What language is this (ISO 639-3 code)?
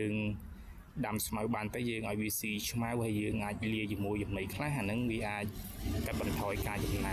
khm